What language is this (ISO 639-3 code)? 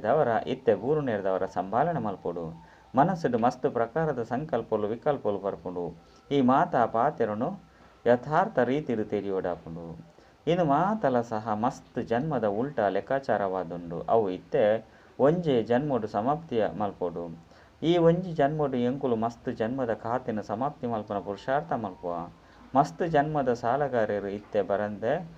tcy